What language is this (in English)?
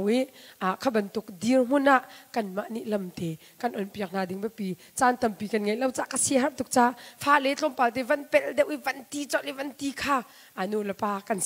Hakha Chin